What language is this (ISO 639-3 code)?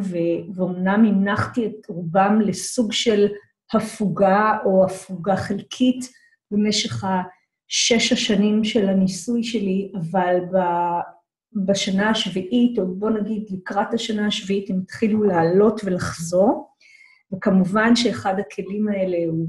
heb